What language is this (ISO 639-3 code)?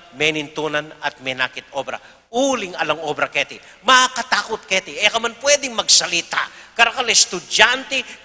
pam